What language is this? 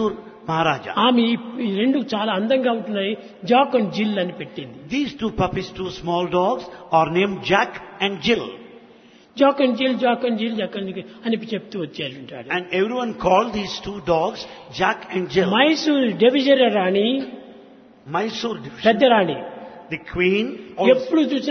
Telugu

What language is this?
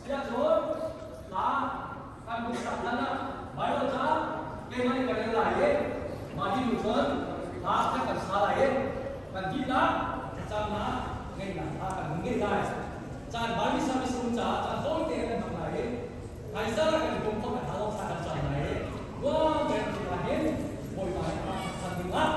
Hakha Chin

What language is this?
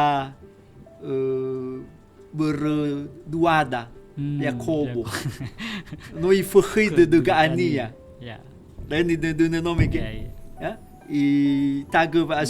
Nias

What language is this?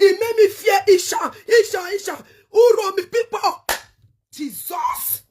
Nigerian Pidgin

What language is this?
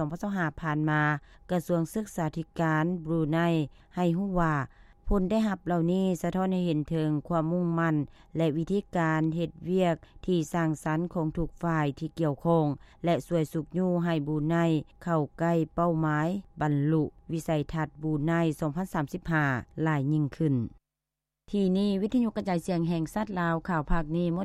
Lao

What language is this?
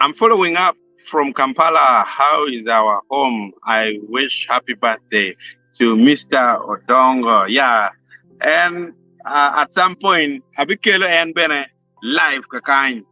Acoli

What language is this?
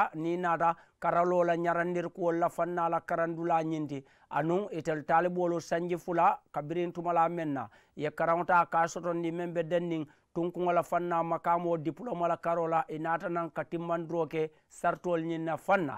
Mandingo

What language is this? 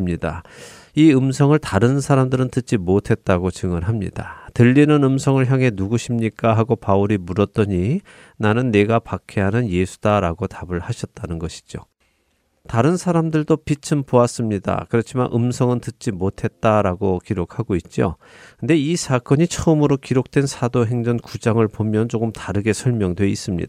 Korean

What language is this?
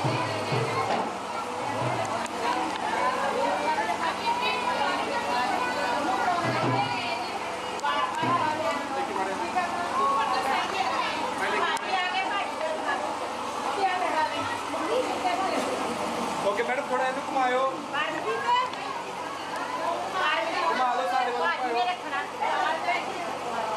Punjabi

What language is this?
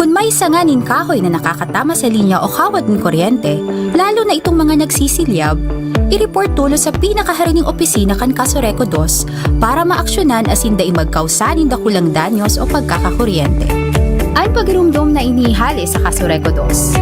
Bikol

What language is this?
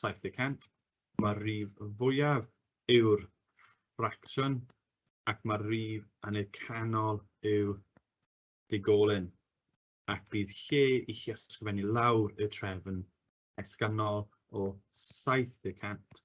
Welsh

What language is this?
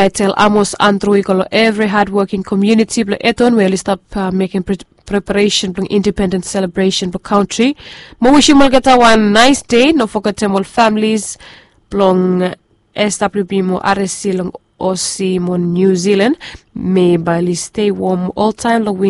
Bislama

